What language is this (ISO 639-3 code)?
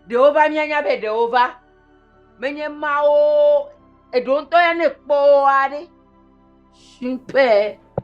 ewe